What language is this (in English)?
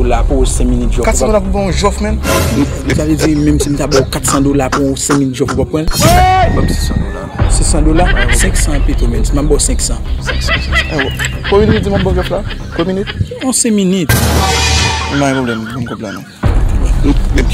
Haitian Creole